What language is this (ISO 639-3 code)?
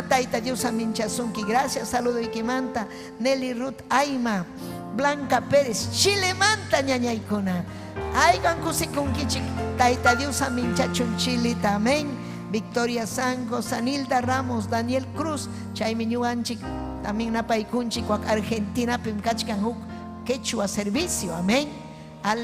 quy